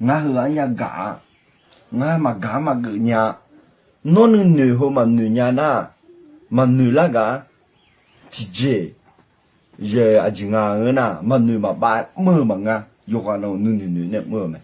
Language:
Akha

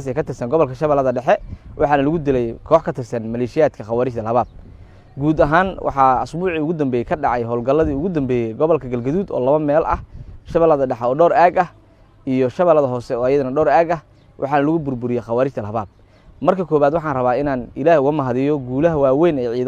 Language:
Somali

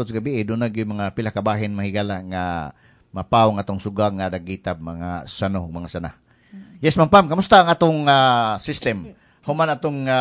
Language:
Cebuano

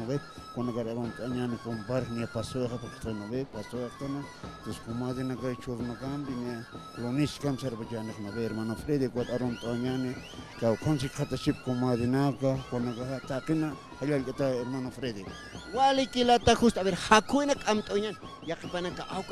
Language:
Aymara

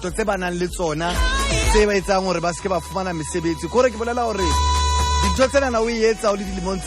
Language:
Southern Sotho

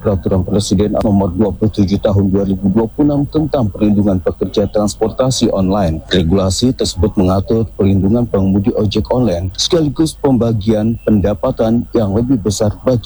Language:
Indonesian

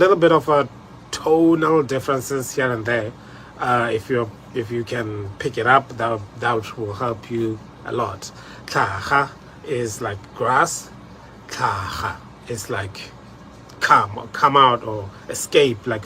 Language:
Tswana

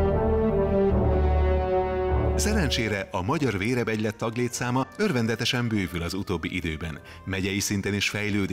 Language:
Hungarian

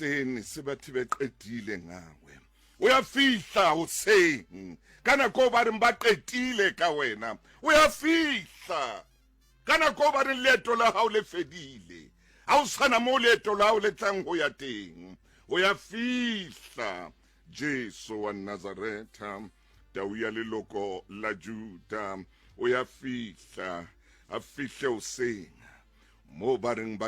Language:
Southern Sotho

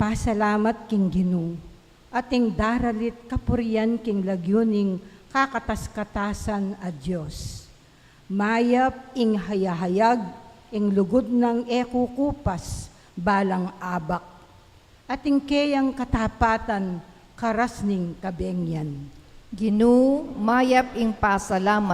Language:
Pampanga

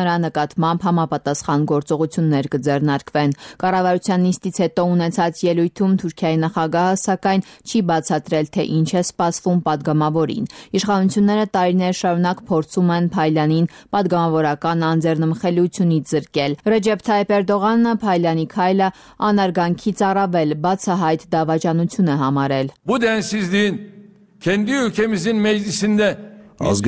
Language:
Armenian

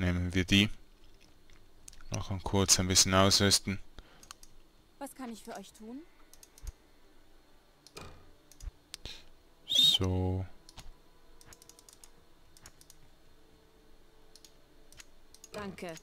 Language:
German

